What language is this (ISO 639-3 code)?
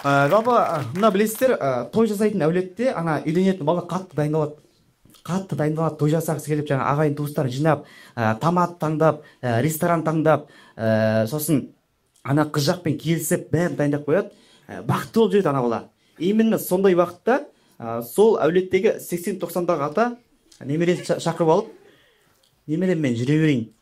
kaz